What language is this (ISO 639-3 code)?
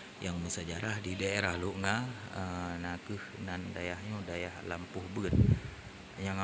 ace